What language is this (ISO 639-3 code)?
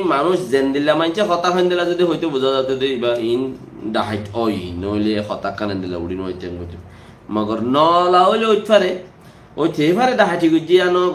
rhg